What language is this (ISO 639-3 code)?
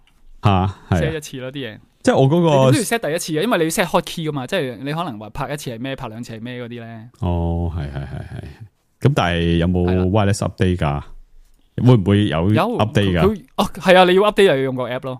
yue